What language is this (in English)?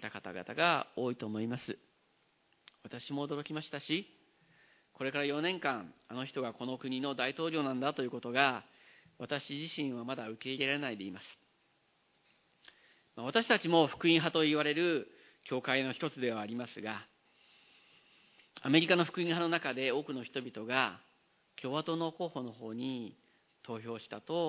Japanese